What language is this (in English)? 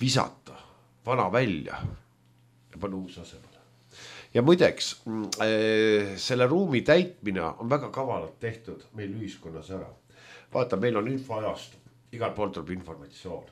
Estonian